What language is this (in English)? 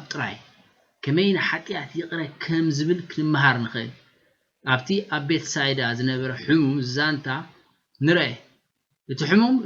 Tigrinya